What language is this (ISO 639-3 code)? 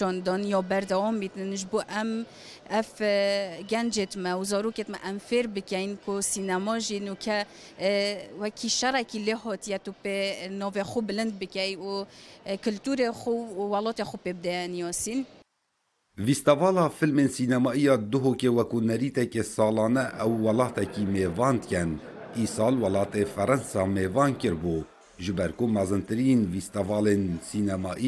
kur